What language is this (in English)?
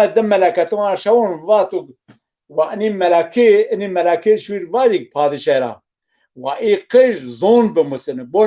Zaza